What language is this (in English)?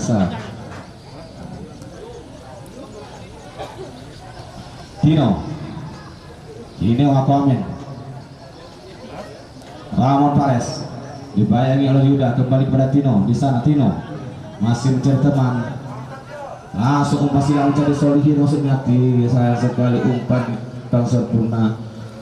Indonesian